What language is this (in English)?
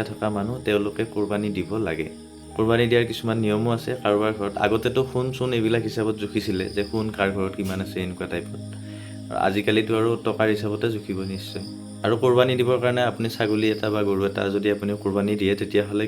Assamese